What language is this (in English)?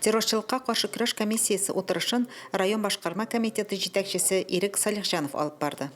Tatar